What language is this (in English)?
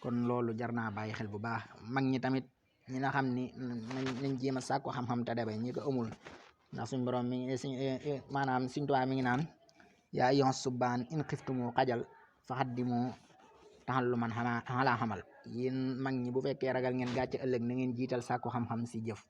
Wolof